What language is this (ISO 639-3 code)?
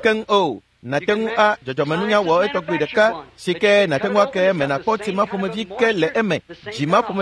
ewe